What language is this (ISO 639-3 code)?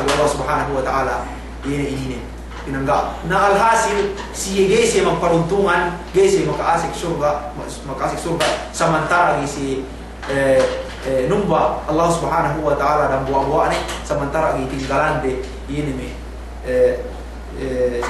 yka